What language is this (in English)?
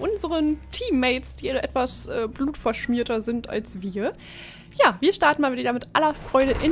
German